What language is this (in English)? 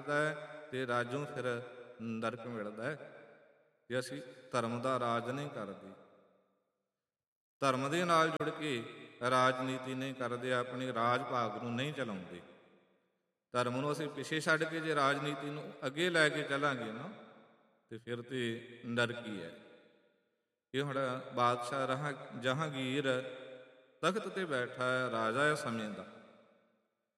Punjabi